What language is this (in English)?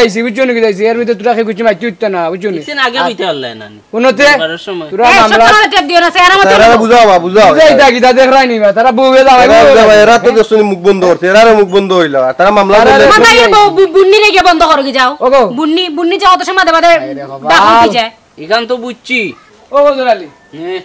Sylheti